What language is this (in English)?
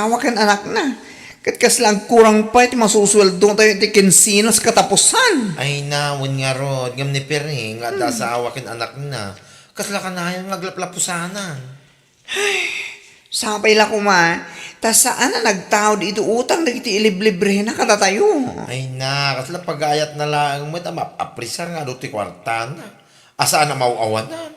Iloko